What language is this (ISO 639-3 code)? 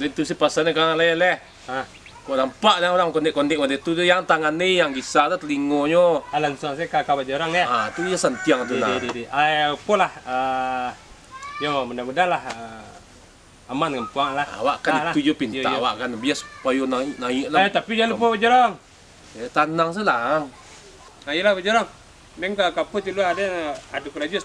min